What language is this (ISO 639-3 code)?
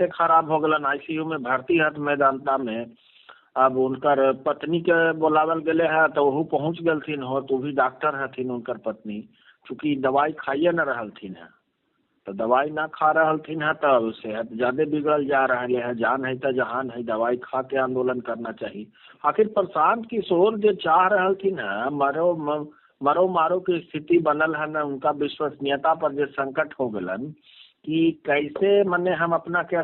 mag